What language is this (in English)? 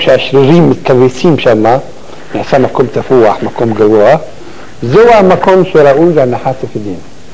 Hebrew